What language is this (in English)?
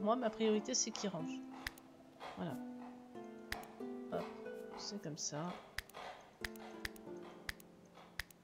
French